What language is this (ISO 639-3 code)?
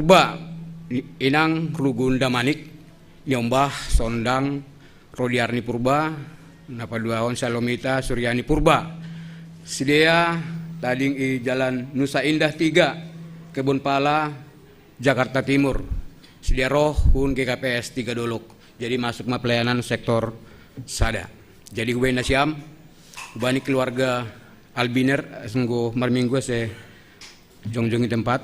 bts